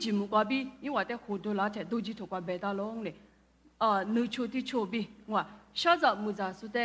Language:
Lisu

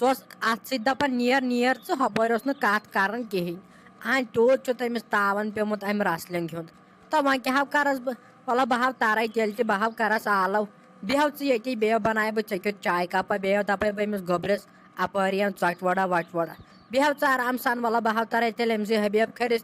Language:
Kashmiri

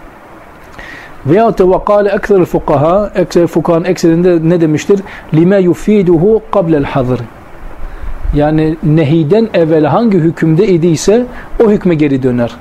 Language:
Turkish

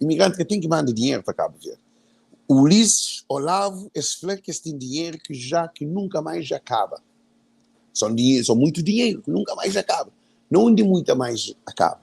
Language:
Kabuverdianu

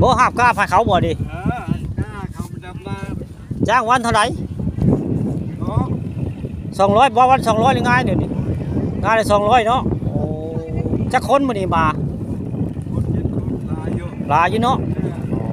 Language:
Northeastern Thai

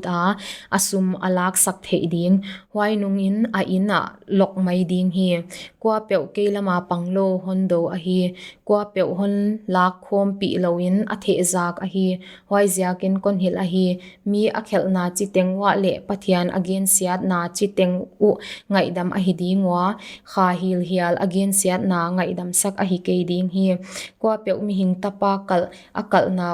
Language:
Paite Chin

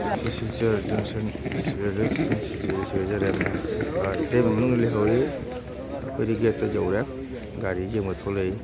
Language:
Manipuri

